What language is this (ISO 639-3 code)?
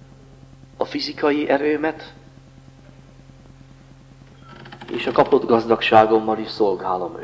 hun